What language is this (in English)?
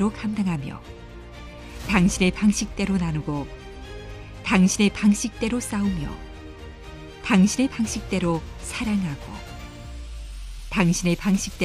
Korean